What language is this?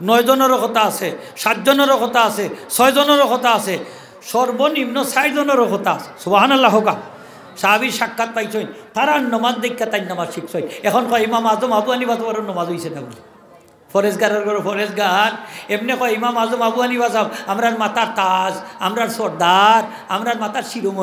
Sylheti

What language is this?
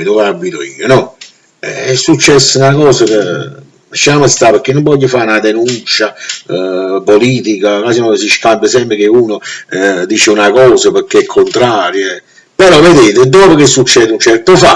Neapolitan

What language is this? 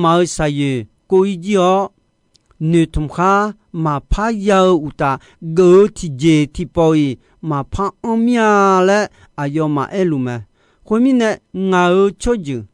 Akha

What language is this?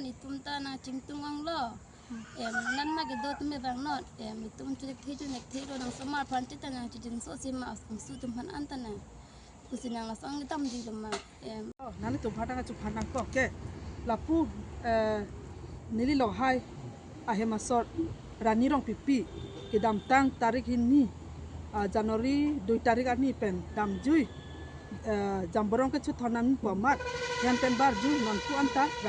Karbi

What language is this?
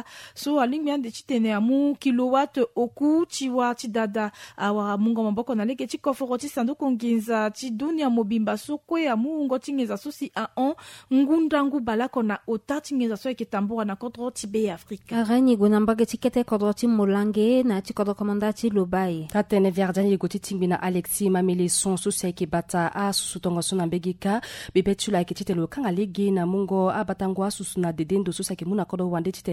Sango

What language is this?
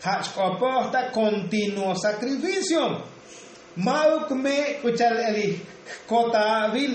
Tzotzil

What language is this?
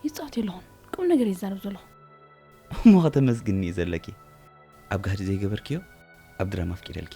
Tigrinya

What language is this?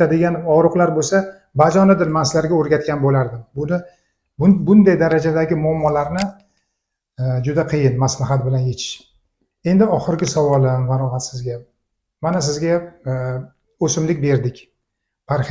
Uzbek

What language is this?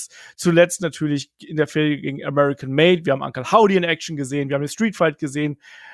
German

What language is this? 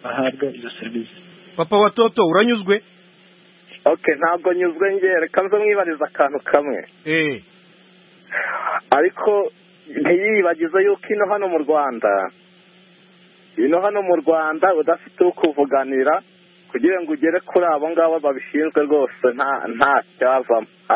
Kinyarwanda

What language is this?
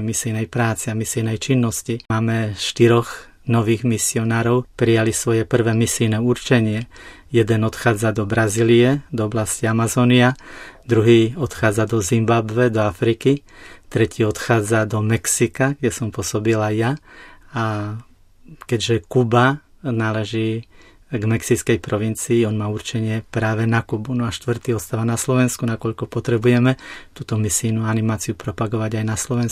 Slovak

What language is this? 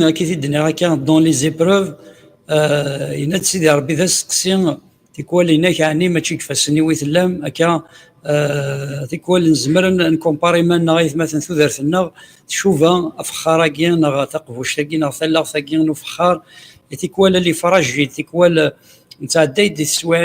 Kabyle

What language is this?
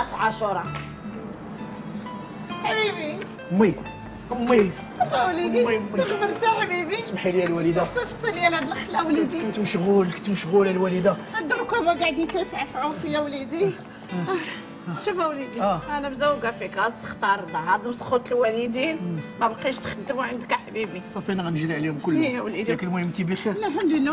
Moroccan Arabic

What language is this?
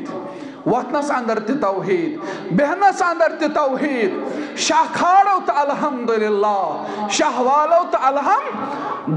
Kashmiri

